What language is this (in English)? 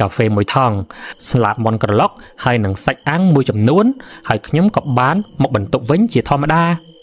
Khmer